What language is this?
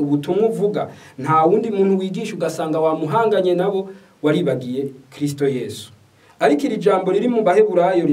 Rundi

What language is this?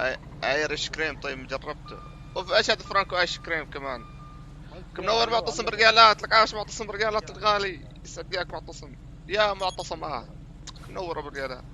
North Levantine Arabic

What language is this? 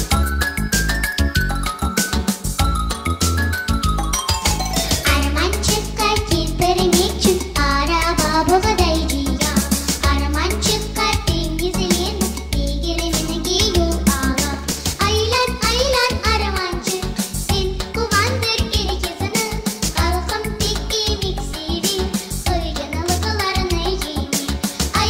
Crimean Tatar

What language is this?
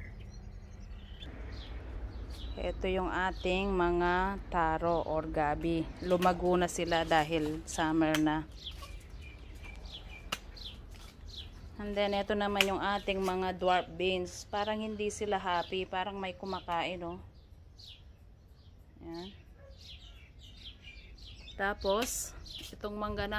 Filipino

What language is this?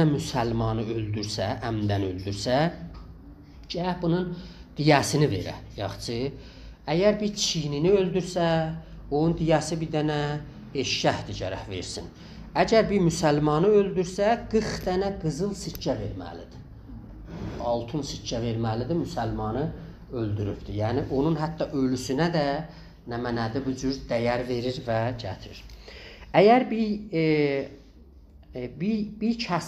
South Azerbaijani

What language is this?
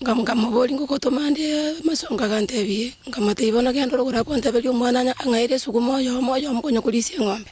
Gusii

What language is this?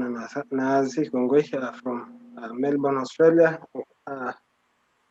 Kalenjin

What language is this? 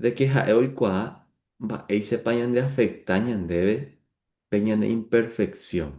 Guarani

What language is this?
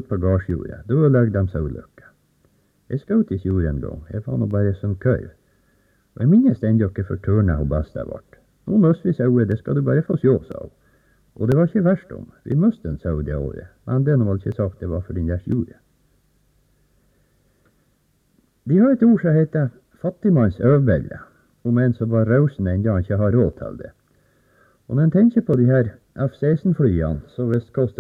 Norwegian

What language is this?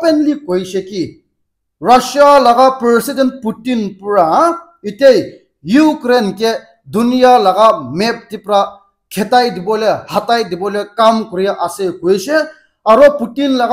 Naga Pidgin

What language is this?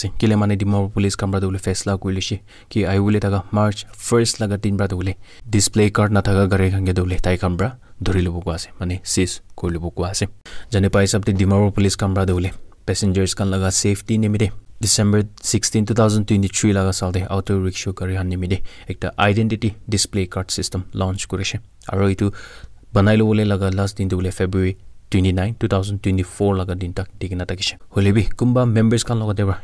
Naga Pidgin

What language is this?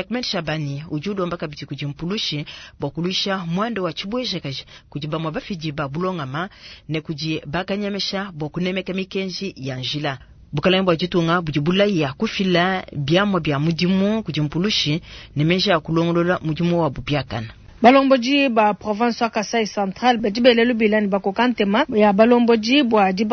Luba-Lulua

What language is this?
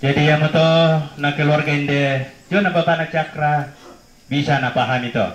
Toraja-Sa'dan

